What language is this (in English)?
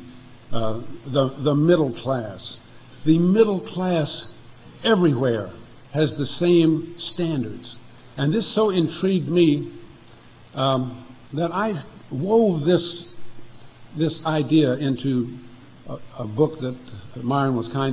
English